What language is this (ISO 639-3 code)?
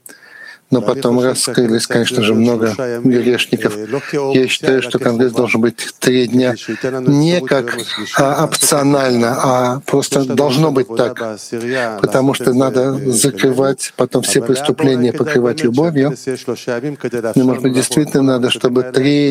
rus